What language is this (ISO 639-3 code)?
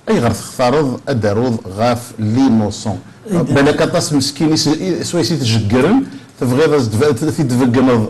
kab